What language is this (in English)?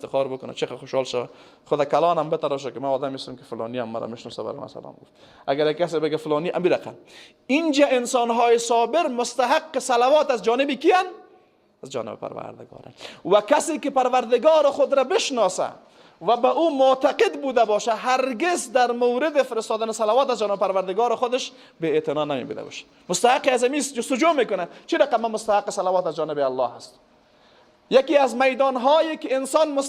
Persian